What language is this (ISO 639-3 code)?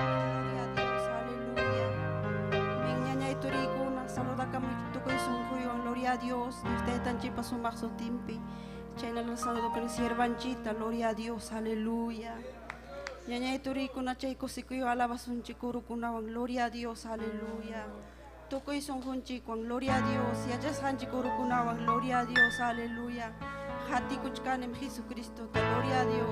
quy